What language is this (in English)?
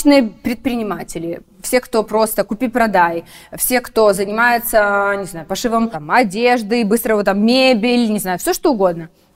Russian